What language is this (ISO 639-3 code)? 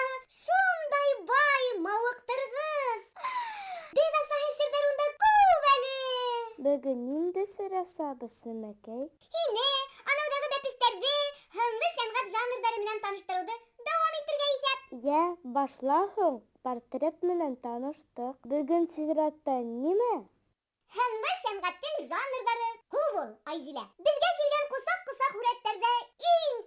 bak